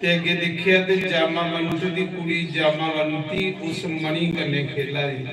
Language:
Dogri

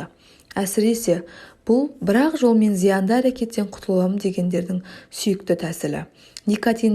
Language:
Kazakh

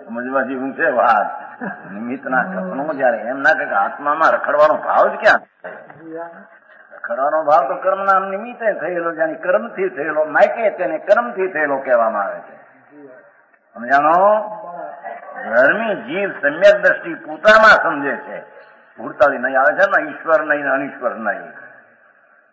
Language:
Gujarati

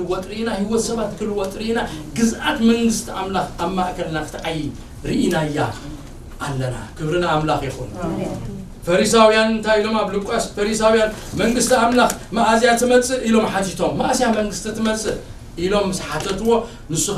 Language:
Tigrinya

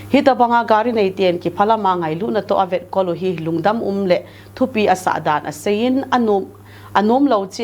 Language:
Thado Chin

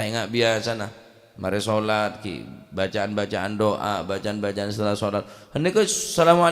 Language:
Madurese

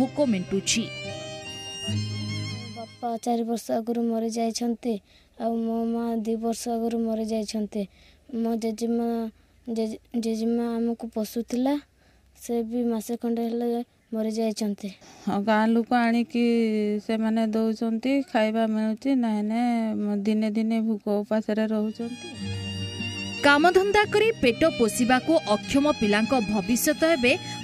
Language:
Odia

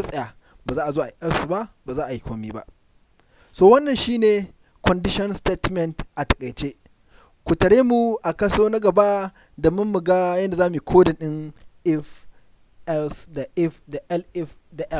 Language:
Hausa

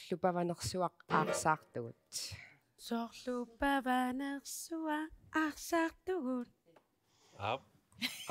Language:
Kalaallisut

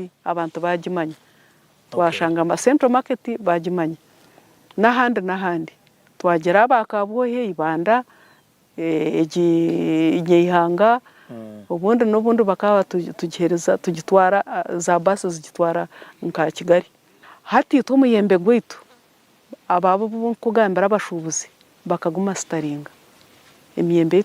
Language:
Nyankole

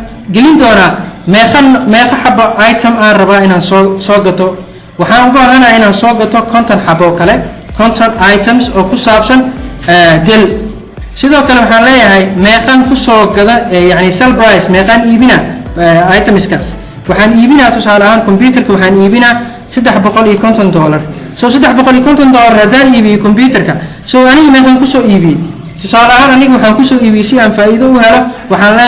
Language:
Somali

